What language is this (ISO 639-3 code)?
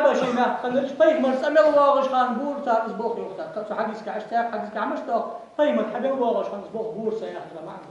inh